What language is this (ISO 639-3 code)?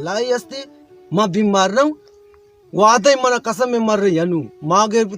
bal